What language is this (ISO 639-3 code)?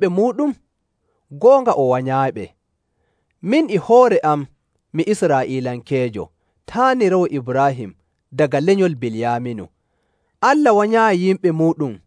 fuv